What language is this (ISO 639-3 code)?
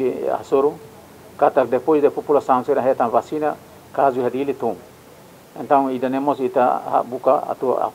tet